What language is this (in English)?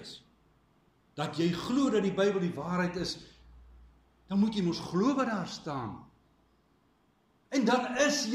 Afrikaans